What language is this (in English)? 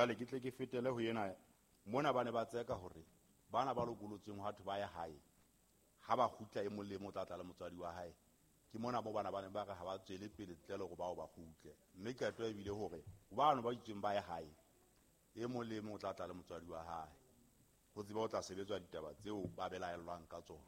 Southern Sotho